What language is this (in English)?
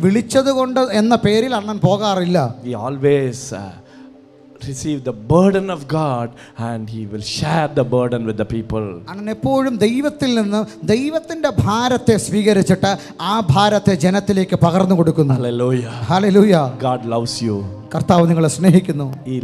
Malayalam